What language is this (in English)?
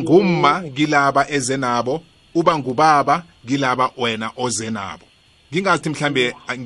South Ndebele